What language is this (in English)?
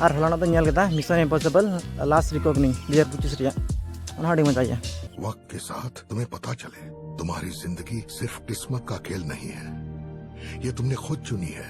Santali